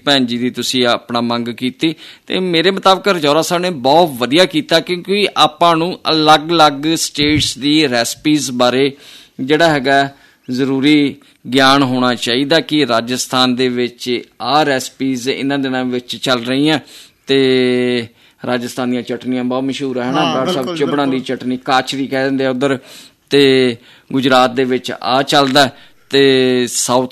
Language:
Punjabi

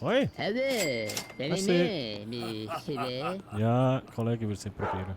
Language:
Swiss German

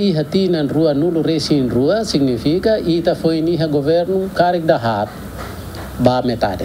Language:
Tetum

